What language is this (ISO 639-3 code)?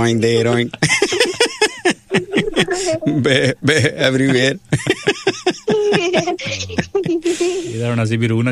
pan